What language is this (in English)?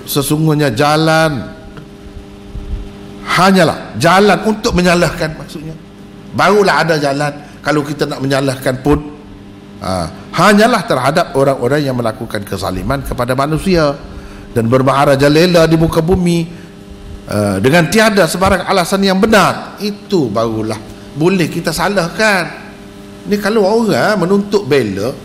Malay